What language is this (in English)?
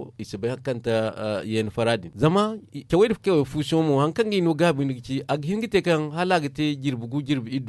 Zarma